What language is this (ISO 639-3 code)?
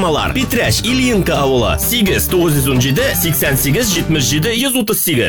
tat